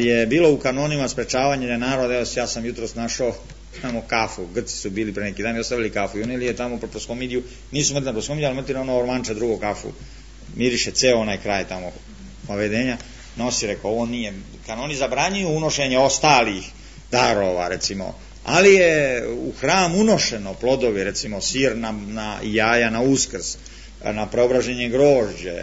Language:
Serbian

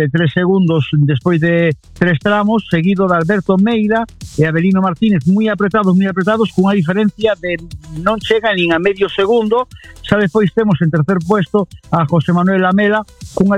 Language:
Galician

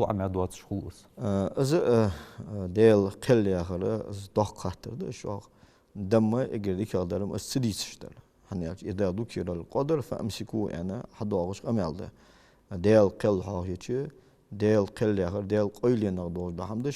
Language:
Ingush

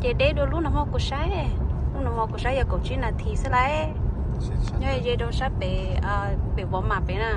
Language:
Hmong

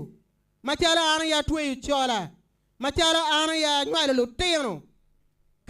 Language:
Acoli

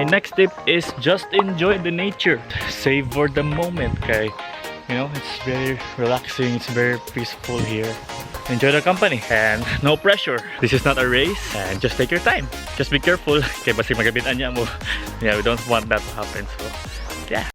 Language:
Cebuano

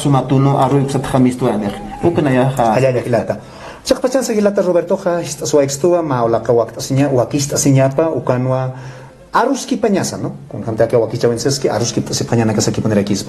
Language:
Aymara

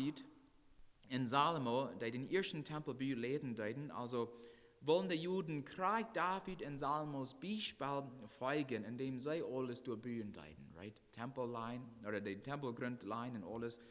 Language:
Plautdietsch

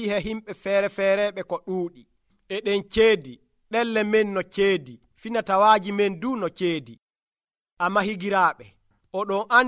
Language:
Nigerian Fulfulde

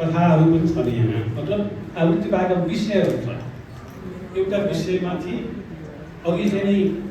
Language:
Nepali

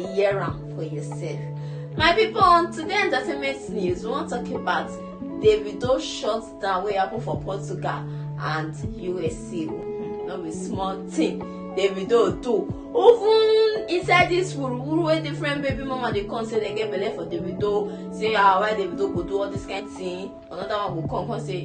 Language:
Nigerian Pidgin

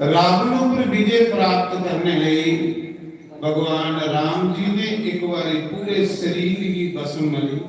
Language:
Dogri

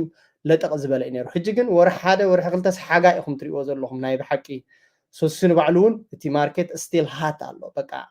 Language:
Tigrinya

